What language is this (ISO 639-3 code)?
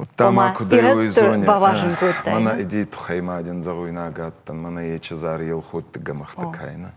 oss